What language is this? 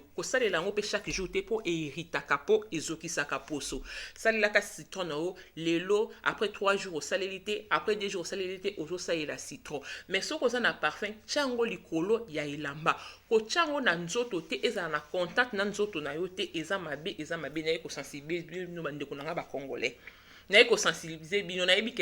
Lingala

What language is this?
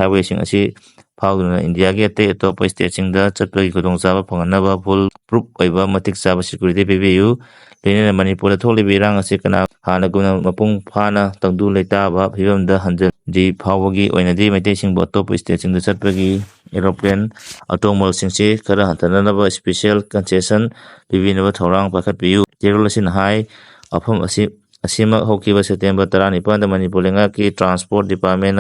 Manipuri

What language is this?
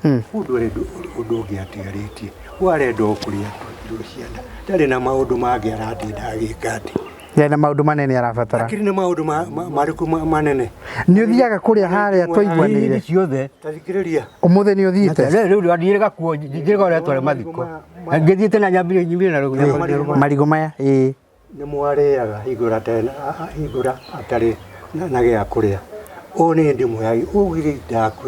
Kikuyu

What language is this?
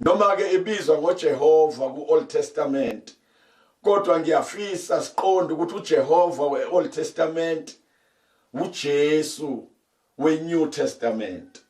Zulu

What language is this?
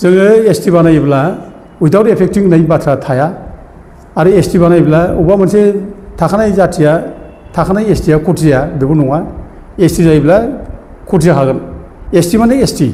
Bodo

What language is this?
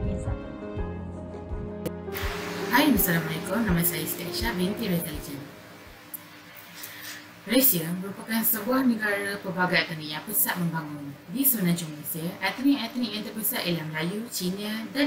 Malay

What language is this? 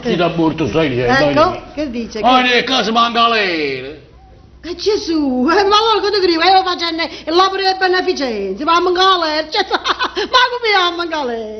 Neapolitan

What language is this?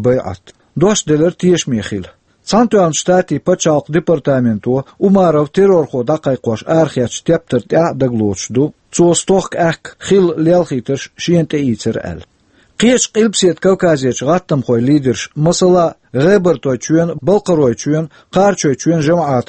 Chechen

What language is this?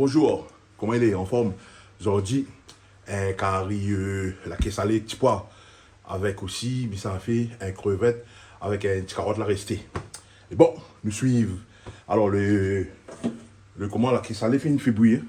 Réunion Creole French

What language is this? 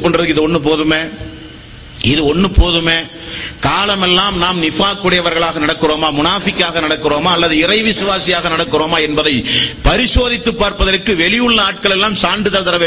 Tamil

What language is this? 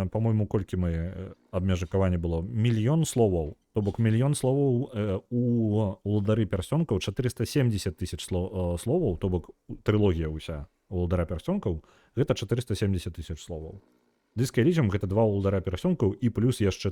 Belarusian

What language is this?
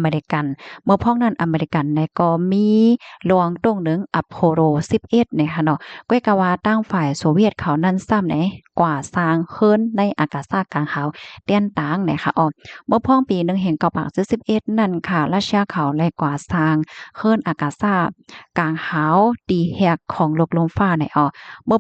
Shan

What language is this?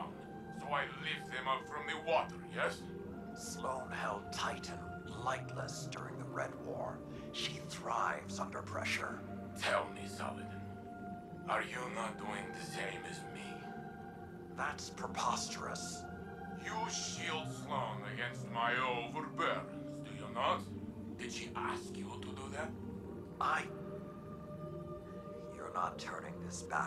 English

